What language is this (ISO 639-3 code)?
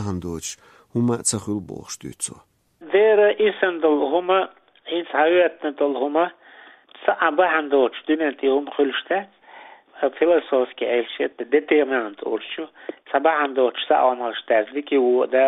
che